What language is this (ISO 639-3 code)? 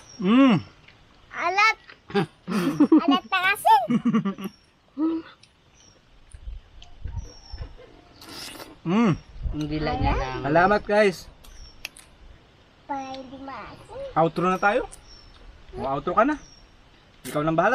fil